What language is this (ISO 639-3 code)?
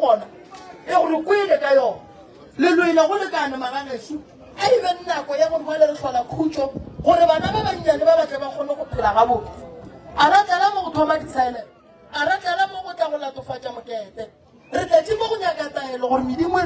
nso